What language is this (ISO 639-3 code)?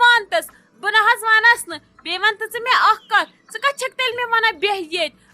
kas